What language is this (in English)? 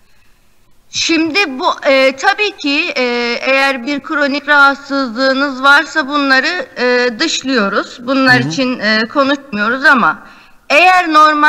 Turkish